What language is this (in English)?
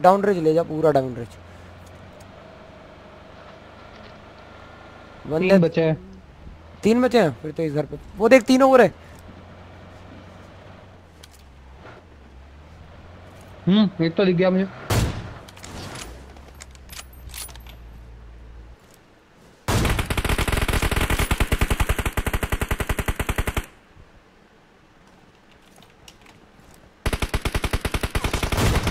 Hindi